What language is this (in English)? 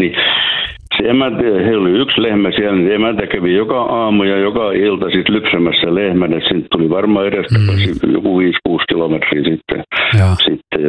Finnish